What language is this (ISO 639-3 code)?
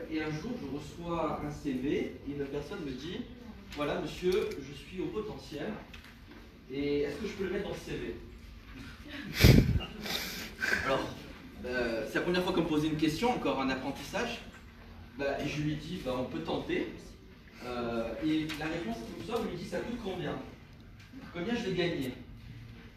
fra